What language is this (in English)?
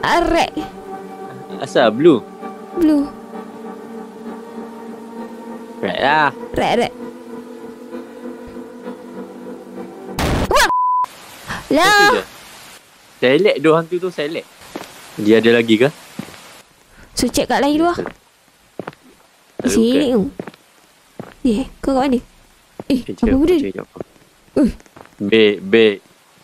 Malay